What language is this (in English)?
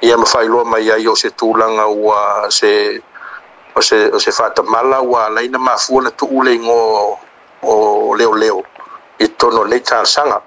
Samoan